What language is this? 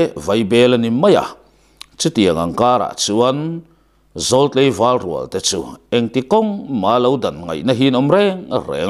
Mizo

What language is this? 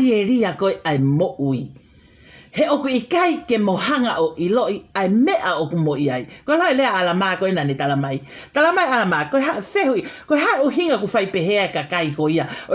Tongan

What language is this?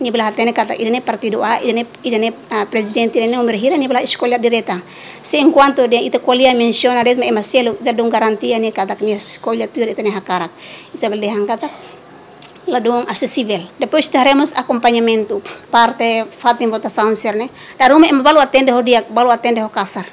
Tetum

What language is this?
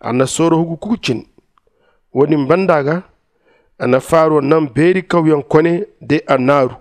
Zarma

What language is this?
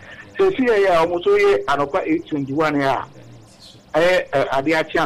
Akan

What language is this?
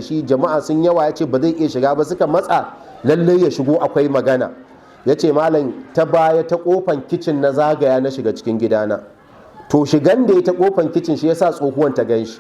Hausa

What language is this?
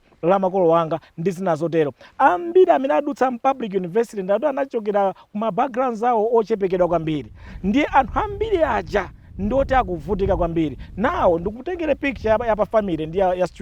Nyanja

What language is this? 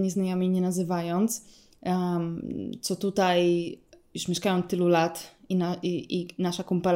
Polish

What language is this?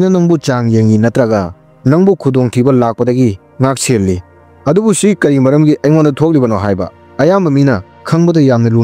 Manipuri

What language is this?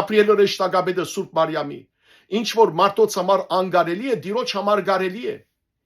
Western Armenian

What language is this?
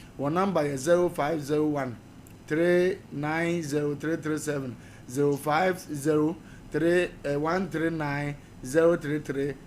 Akan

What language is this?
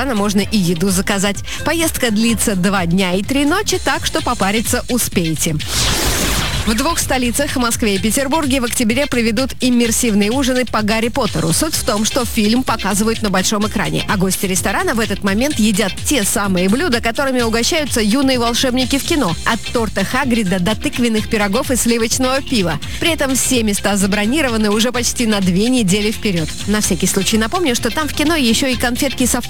Russian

